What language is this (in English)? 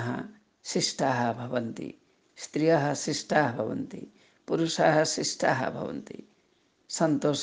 Sanskrit